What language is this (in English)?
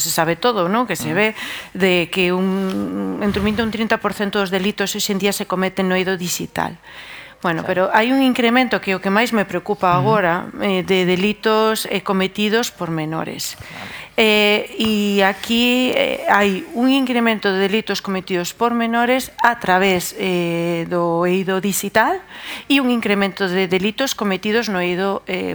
Galician